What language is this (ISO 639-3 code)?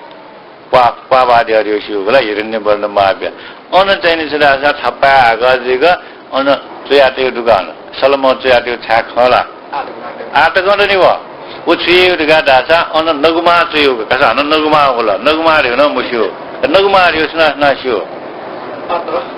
new